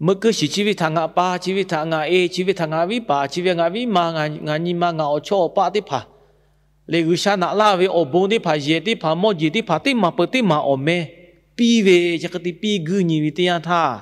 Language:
Lahu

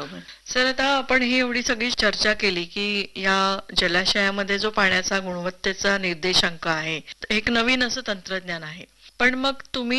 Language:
Marathi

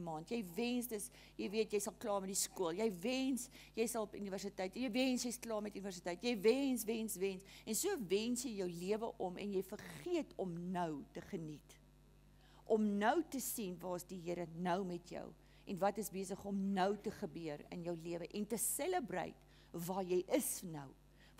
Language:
Afrikaans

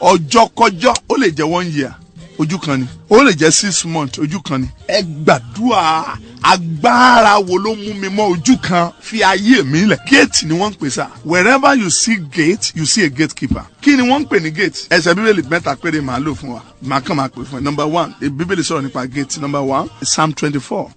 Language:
Yoruba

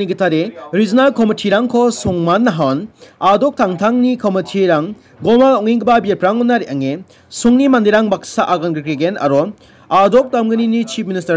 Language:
Garo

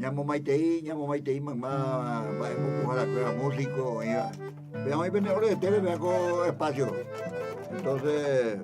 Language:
Guarani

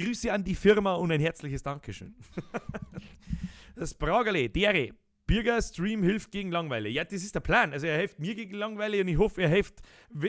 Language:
Bavarian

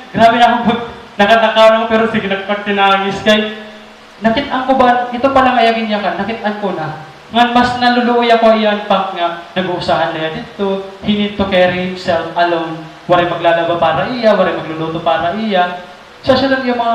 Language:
Waray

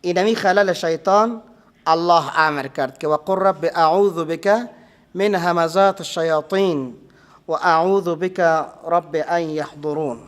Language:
Persian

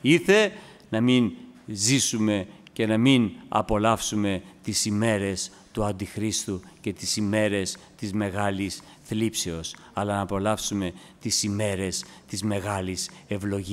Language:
Greek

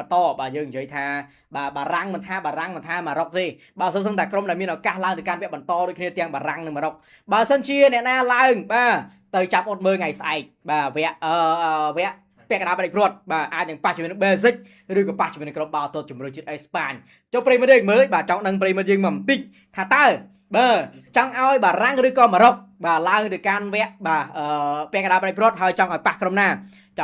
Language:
Khmer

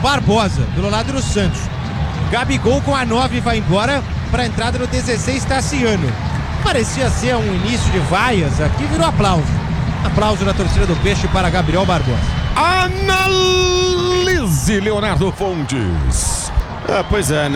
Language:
Portuguese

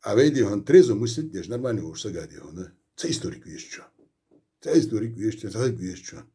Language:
Ingush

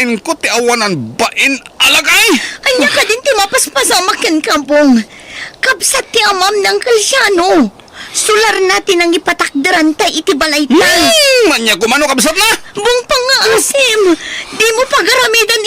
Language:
Iloko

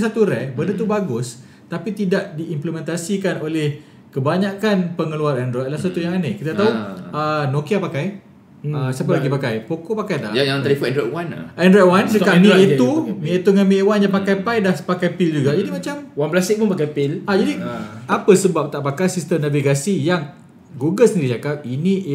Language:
Malay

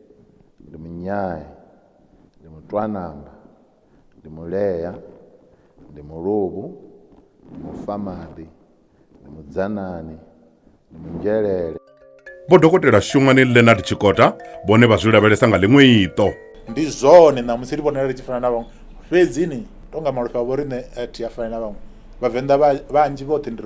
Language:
Venda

